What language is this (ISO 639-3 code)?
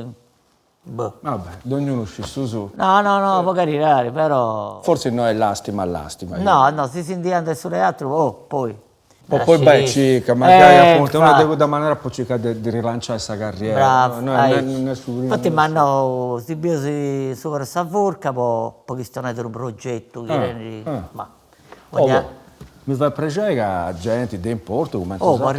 srd